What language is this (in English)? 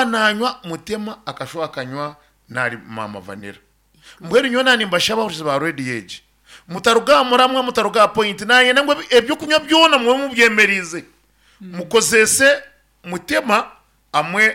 Nyankole